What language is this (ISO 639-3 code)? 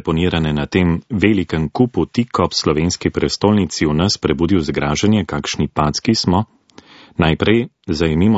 slv